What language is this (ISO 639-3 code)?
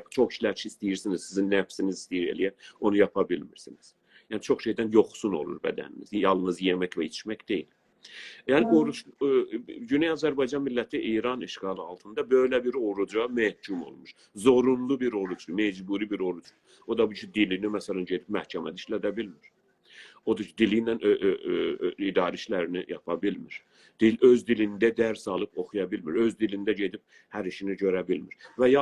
azb